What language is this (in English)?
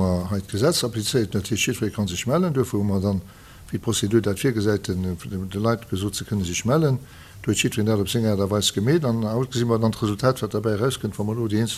Luxembourgish